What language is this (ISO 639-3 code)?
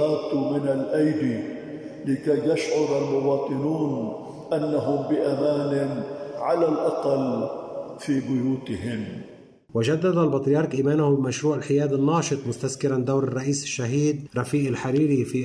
ara